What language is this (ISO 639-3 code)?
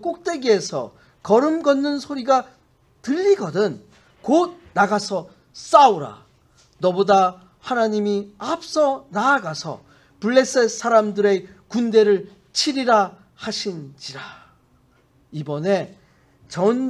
kor